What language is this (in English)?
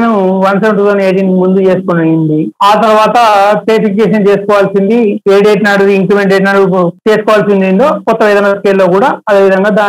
Telugu